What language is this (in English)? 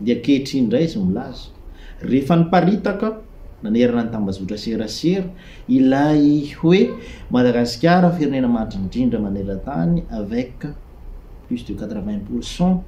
Malagasy